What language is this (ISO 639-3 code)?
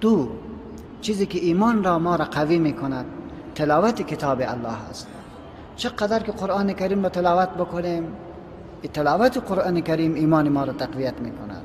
fas